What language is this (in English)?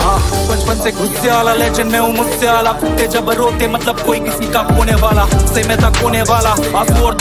Hindi